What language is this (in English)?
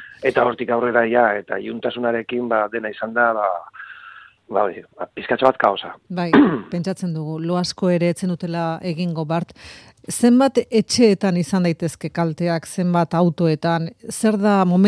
Basque